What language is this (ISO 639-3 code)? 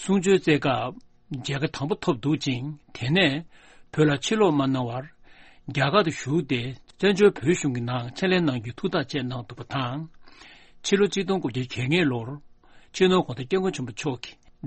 bod